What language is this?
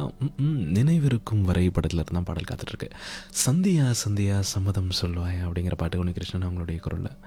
Tamil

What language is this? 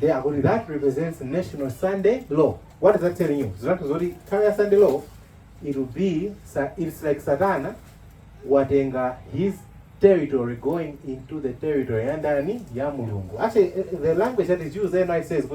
Nyanja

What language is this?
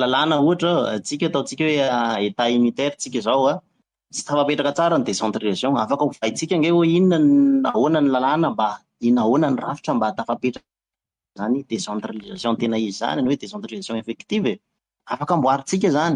Malagasy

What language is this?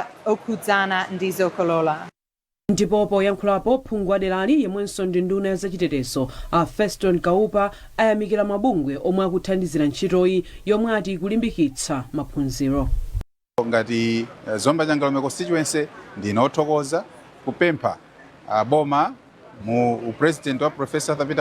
Nyanja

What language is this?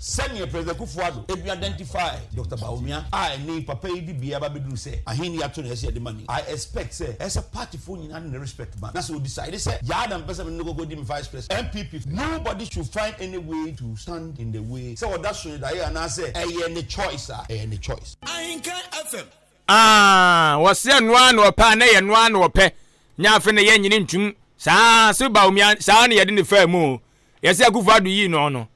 Akan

